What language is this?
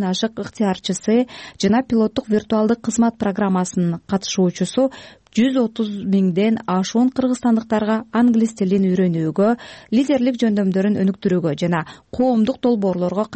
Kyrgyz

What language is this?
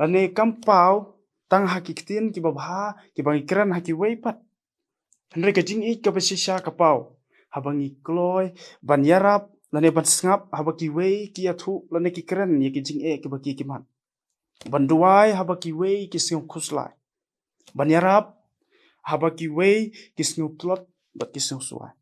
Khasi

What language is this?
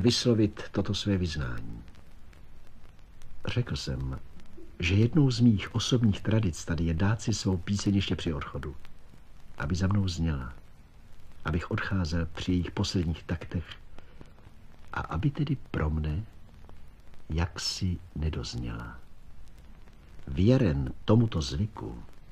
Czech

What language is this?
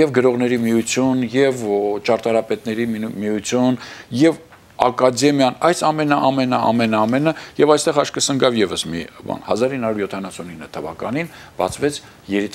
Armenian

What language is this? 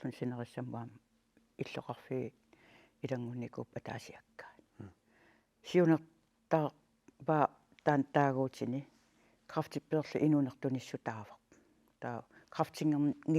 Kalaallisut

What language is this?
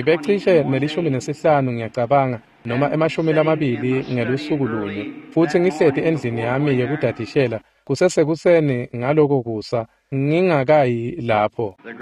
Swati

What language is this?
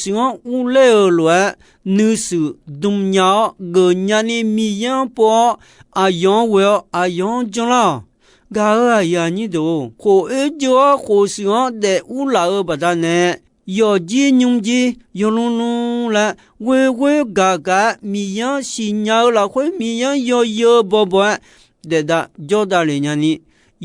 Akha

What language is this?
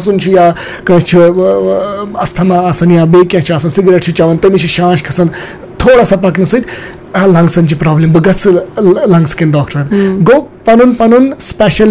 Kashmiri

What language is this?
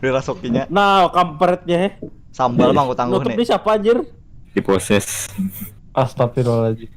Banjar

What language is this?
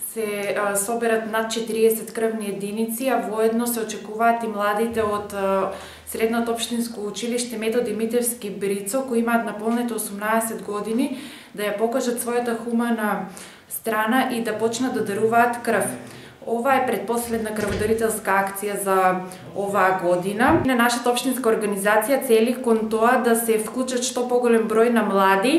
Macedonian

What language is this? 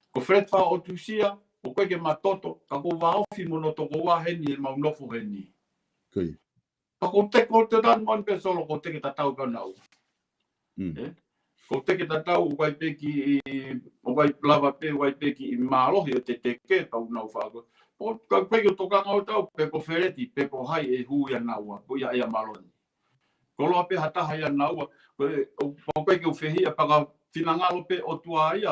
Tongan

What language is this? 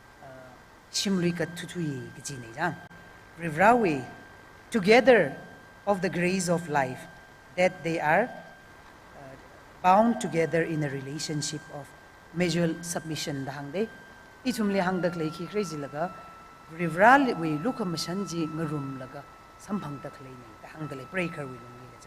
Tangkhul Naga (India)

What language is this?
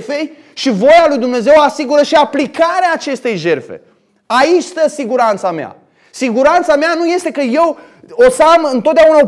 Romanian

